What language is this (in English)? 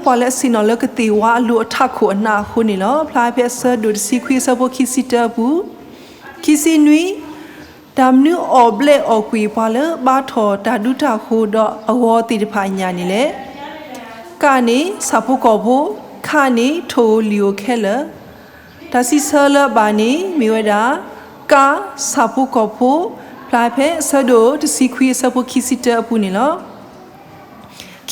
S'gaw Karen